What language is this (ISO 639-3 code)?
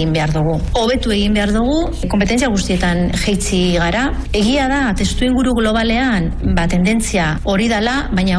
eus